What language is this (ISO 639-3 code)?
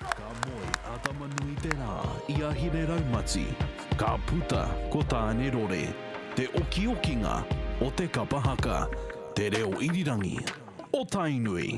mri